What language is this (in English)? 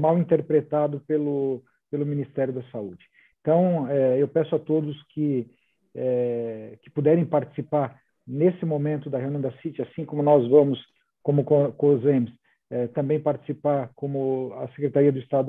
Portuguese